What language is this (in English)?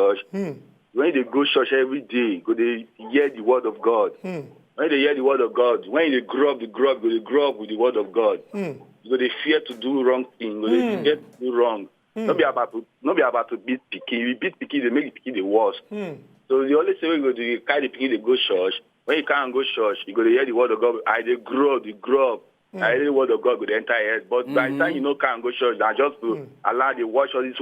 Nigerian Pidgin